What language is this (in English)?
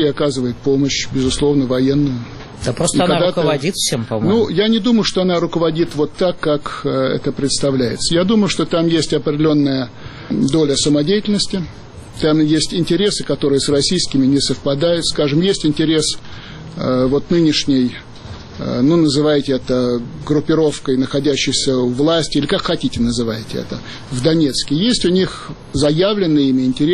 Russian